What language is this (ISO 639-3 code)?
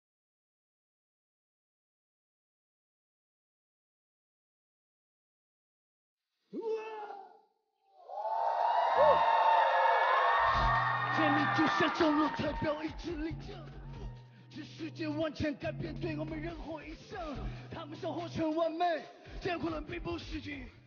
zho